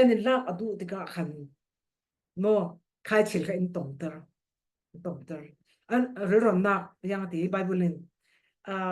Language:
Falam Chin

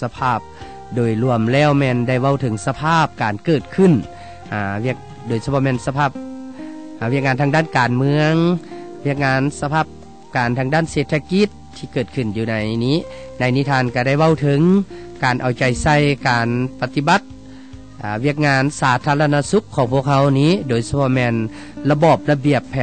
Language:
Lao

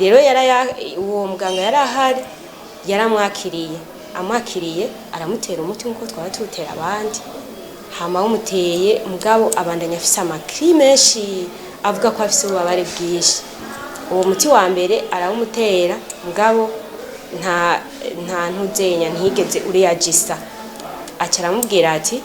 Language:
Rundi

